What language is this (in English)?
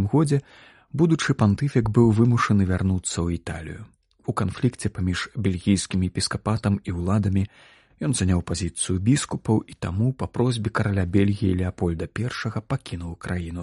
Belarusian